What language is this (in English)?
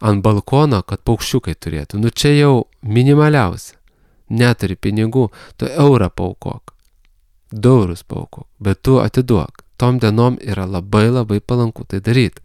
Lithuanian